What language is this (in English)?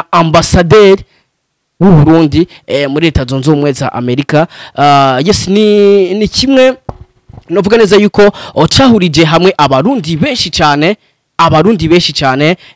Rundi